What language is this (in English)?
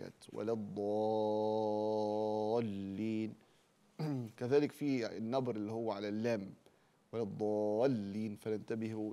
Arabic